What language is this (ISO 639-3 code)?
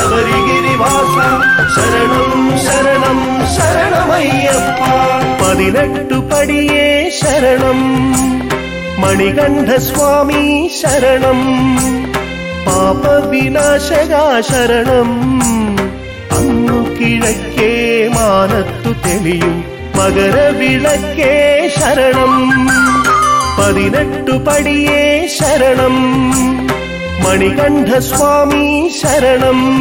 mal